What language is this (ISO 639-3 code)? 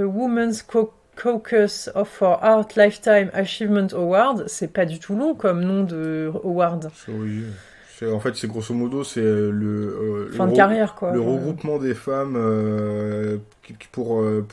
fra